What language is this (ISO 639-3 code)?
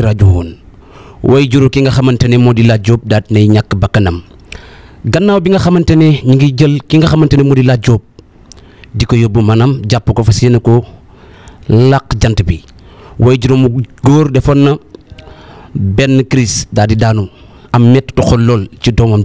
wol